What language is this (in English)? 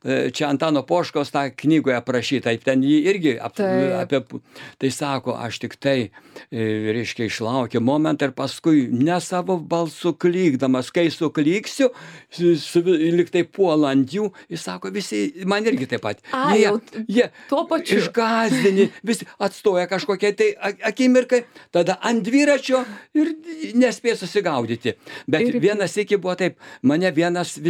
Lithuanian